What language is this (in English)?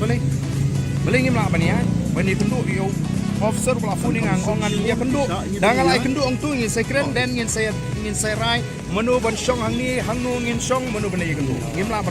Khasi